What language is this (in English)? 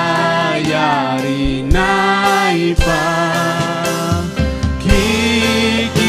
Ayacucho Quechua